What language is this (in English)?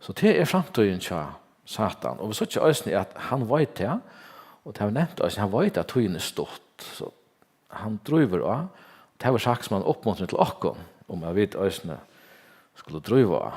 Faroese